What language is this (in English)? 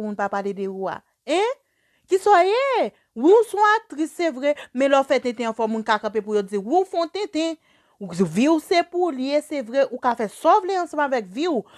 Haitian Creole